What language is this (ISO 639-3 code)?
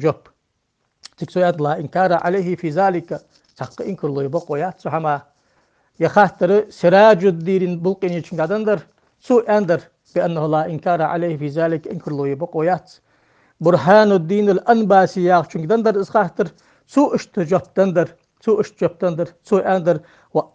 inh